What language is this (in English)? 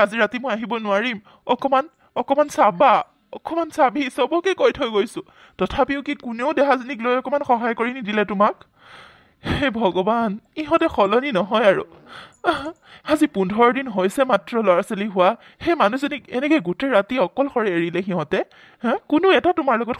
Assamese